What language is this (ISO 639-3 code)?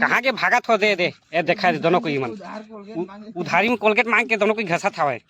hne